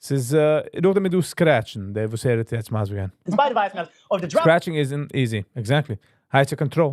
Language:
Yiddish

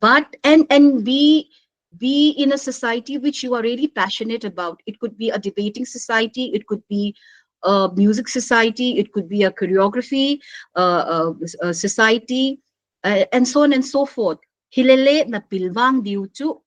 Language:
Paite Chin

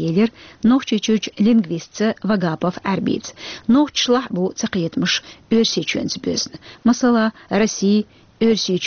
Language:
Chechen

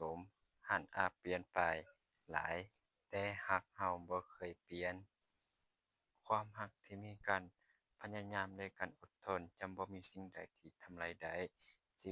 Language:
Lao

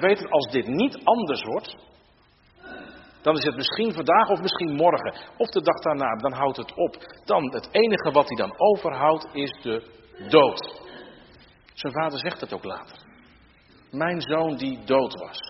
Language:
Dutch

